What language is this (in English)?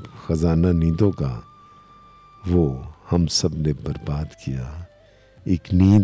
Urdu